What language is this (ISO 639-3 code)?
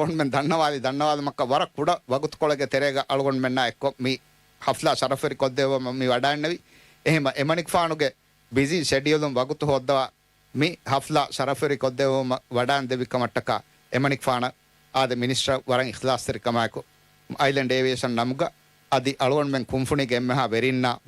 div